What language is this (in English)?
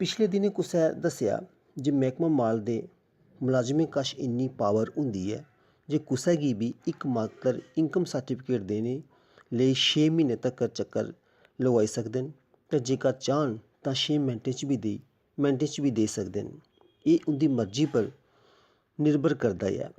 Dogri